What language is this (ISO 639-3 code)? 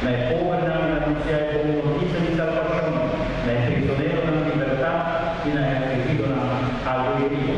pap